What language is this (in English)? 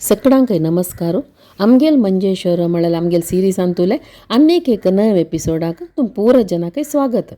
Konkani